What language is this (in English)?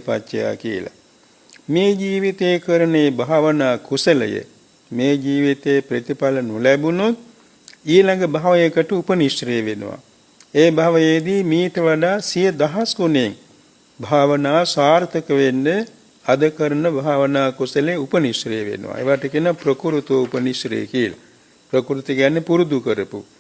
Sinhala